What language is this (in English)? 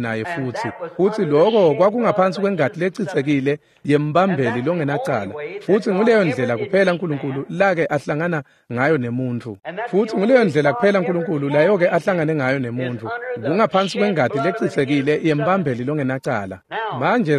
Swati